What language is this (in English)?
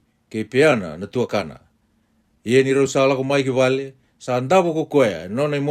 Fijian